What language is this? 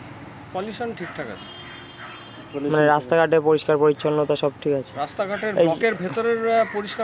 Bangla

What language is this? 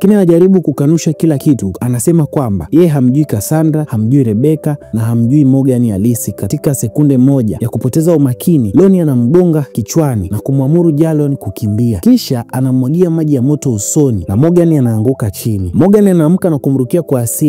Swahili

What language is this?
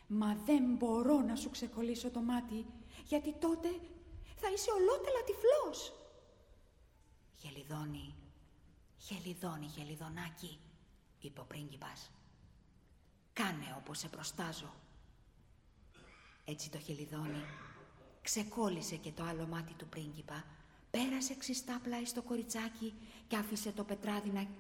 Greek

